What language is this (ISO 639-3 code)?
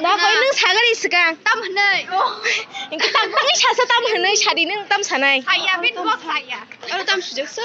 trp